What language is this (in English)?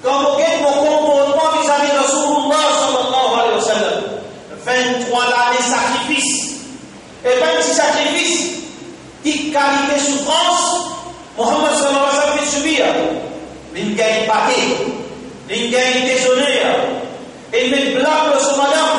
Morisyen